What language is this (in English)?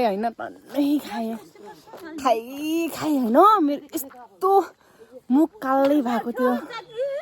Nepali